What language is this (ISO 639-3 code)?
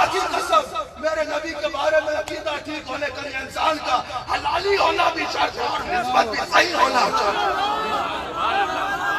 urd